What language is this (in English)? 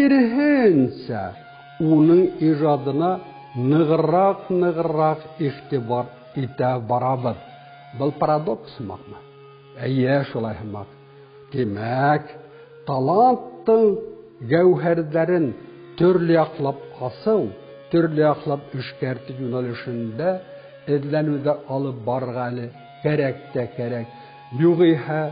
Bashkir